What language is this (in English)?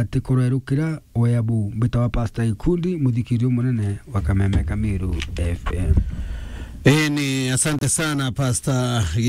Meru